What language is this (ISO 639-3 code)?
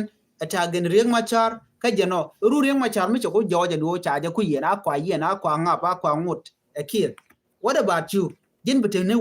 nus